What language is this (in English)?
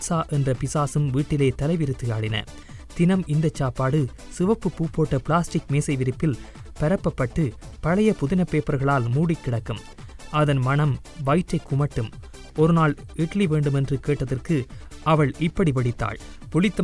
Tamil